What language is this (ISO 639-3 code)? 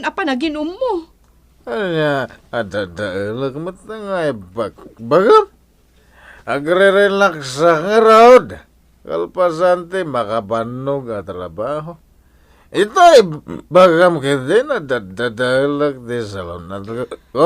ilo